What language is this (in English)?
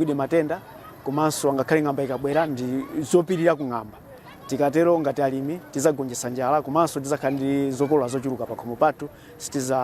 Nyanja